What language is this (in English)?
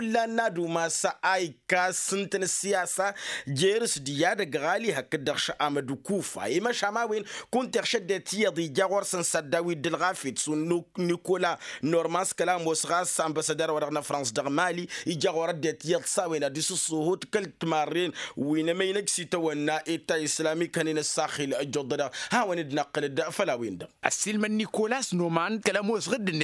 Tamasheq